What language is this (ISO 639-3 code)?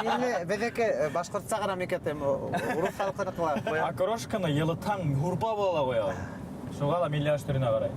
bak